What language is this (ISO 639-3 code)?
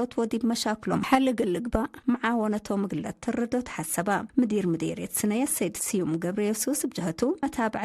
tig